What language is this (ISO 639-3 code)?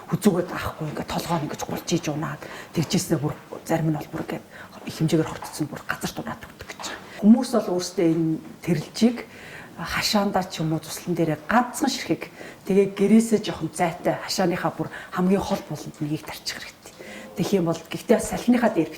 mon